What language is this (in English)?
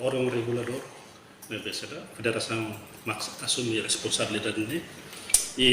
Tetum